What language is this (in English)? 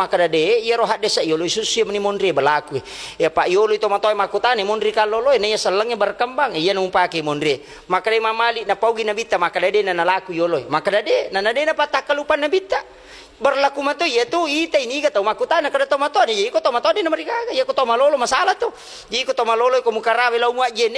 Buginese